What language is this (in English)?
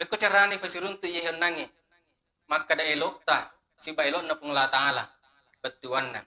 Buginese